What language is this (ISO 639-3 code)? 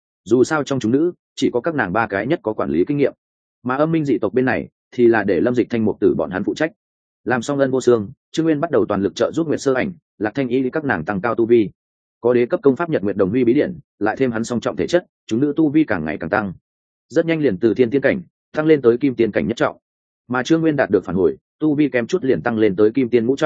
vie